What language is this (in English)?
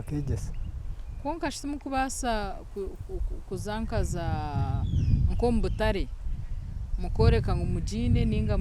Nyankole